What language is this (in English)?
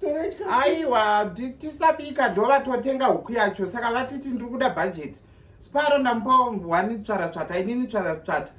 Shona